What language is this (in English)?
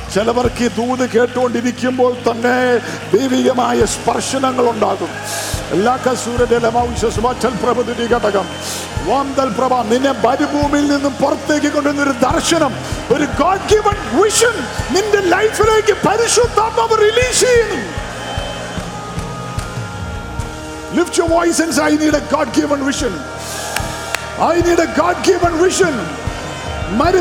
Malayalam